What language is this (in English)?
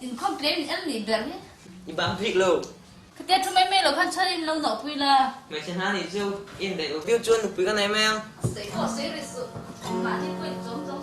Mizo